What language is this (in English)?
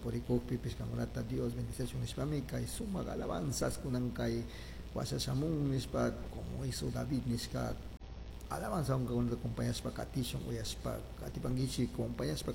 Chimborazo Highland Quichua